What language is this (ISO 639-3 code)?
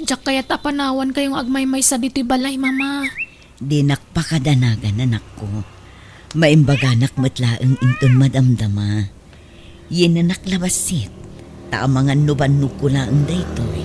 ilo